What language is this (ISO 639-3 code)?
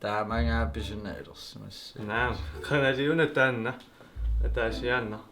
kal